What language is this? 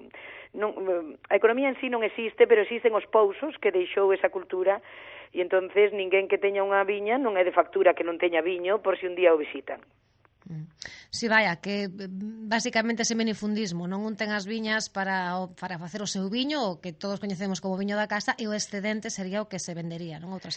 Galician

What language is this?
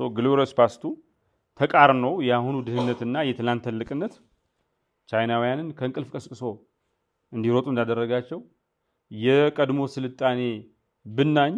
Amharic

